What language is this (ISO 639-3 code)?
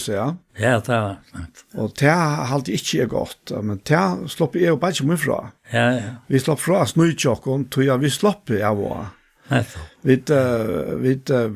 fao